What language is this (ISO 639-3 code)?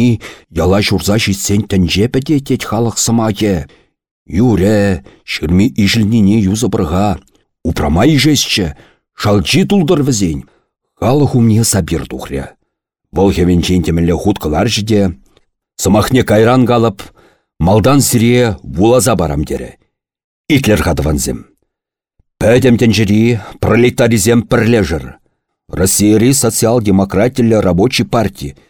chv